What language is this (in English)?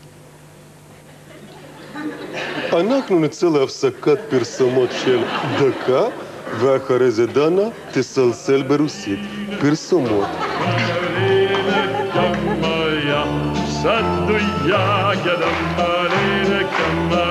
Hebrew